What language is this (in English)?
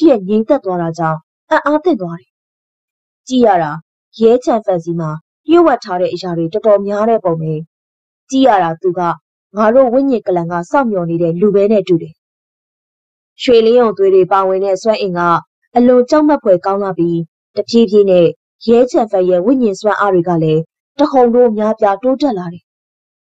Burmese